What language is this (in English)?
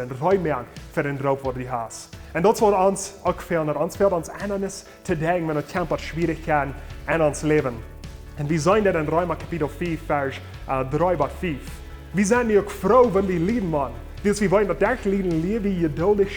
Plautdietsch